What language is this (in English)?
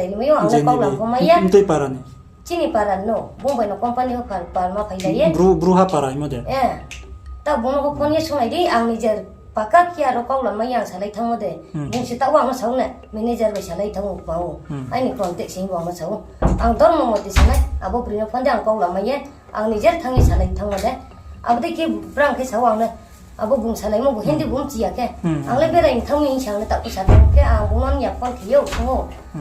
Riang (India)